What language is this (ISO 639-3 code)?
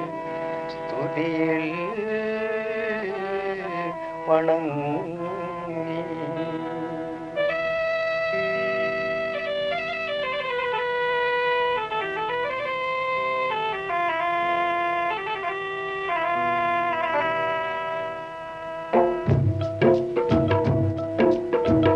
mal